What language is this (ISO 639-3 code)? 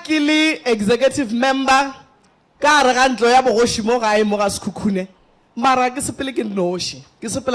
nso